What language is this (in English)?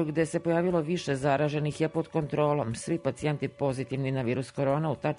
Serbian